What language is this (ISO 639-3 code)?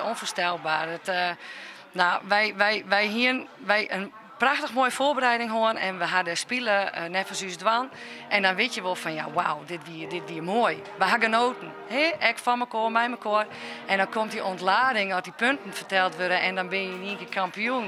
fry